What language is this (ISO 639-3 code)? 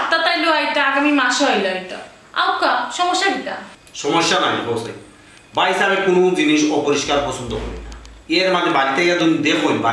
syl